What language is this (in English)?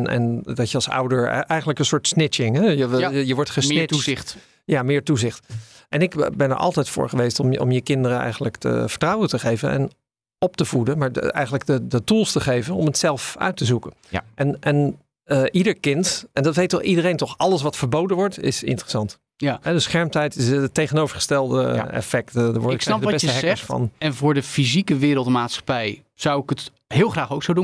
Dutch